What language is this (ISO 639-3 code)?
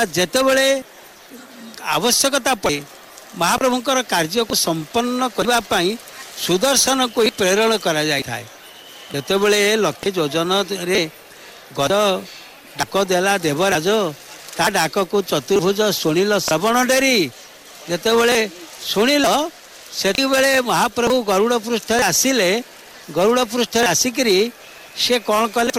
ori